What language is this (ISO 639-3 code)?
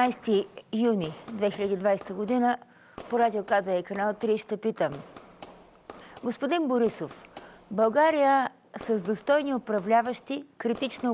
bul